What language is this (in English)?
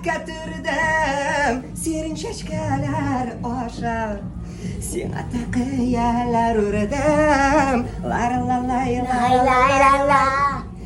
Bashkir